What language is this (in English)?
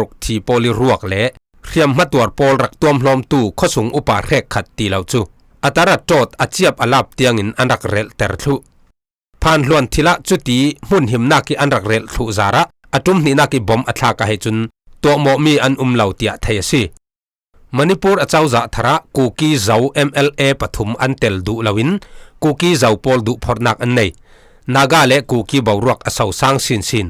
Falam Chin